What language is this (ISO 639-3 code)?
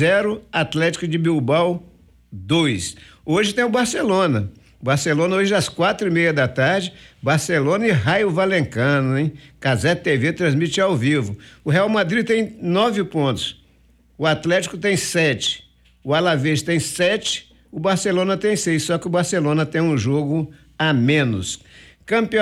por